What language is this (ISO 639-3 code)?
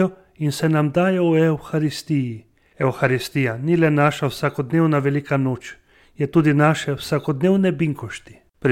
slv